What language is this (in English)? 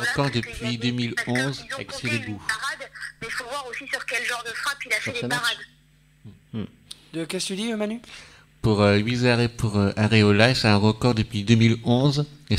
French